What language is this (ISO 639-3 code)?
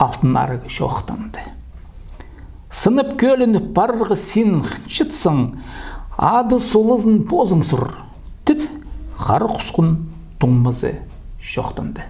kjh